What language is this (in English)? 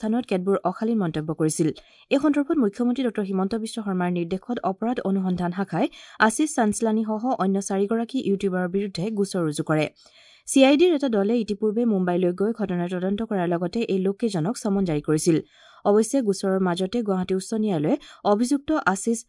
Assamese